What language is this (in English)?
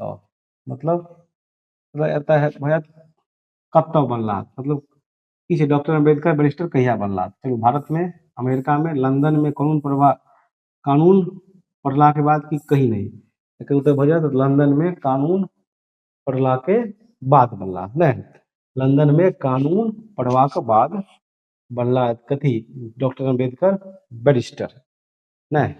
Maithili